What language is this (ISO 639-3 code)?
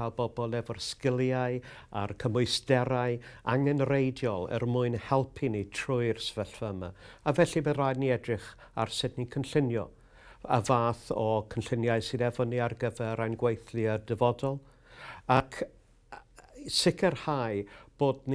cym